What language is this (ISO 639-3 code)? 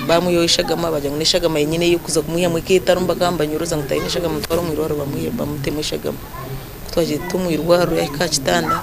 nyn